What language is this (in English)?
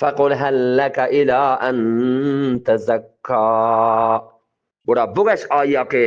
Eastern Balochi